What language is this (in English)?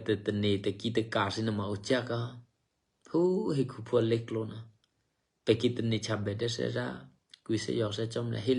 Eastern Kayah